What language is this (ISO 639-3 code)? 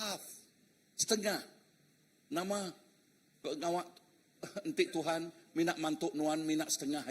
iba